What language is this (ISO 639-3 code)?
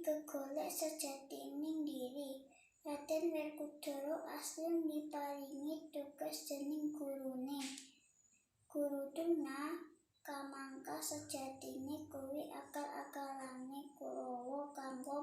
jav